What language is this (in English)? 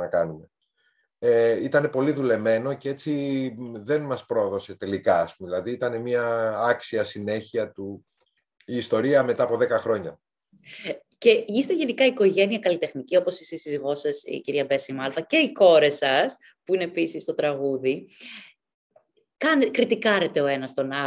Greek